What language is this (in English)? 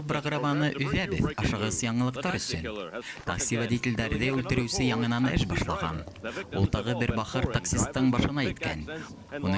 Bashkir